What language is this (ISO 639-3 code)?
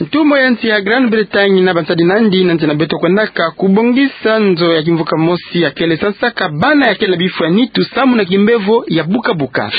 ktu